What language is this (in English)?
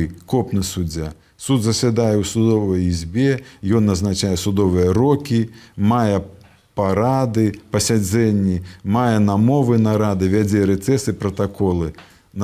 Belarusian